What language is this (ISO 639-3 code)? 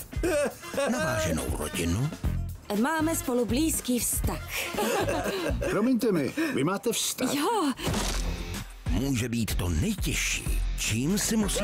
ces